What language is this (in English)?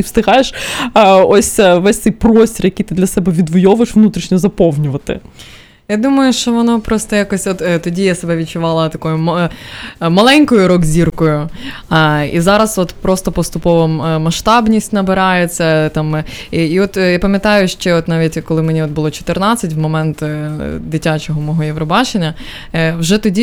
Ukrainian